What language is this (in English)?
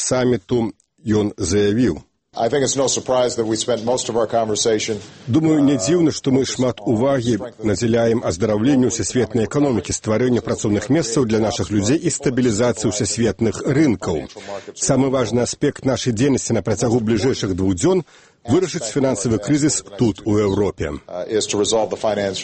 Belarusian